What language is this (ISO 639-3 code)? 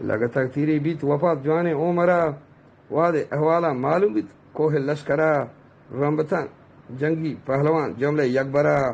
bgp